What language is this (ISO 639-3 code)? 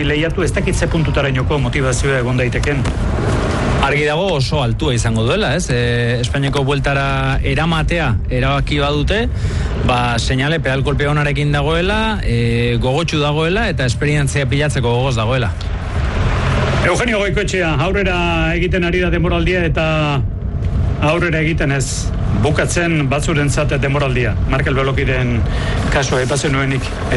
eus